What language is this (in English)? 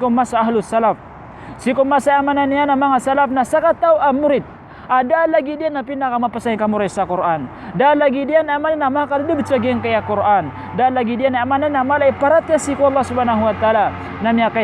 Maranao